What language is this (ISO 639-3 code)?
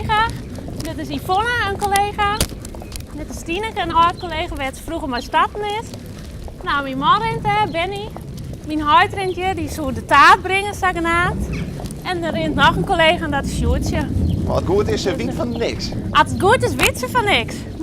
fry